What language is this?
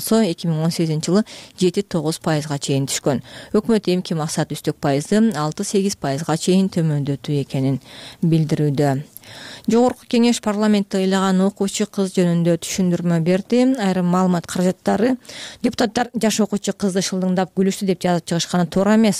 Kyrgyz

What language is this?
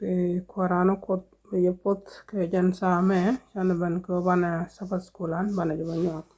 Nuer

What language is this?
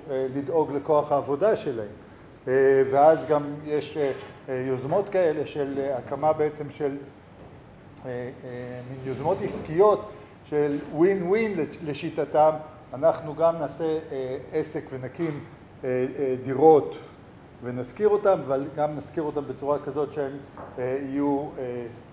Hebrew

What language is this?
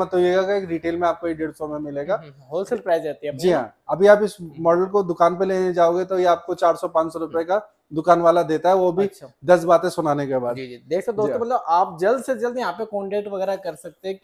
Hindi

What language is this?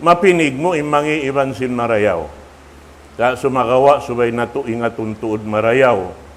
Tausug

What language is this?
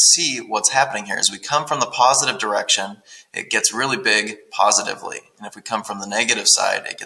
English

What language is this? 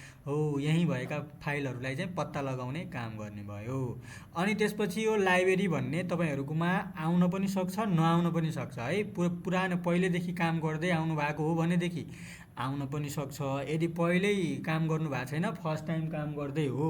Nepali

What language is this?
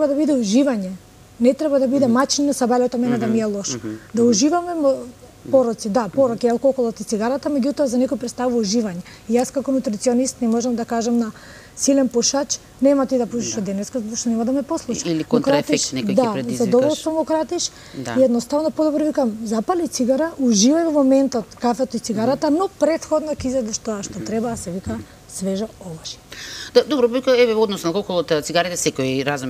Macedonian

